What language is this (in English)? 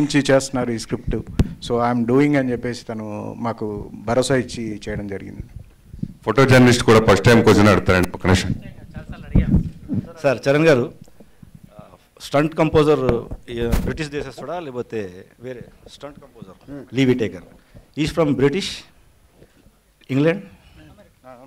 Telugu